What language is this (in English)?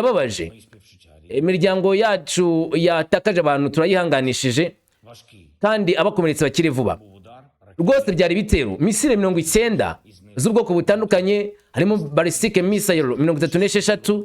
Kinyarwanda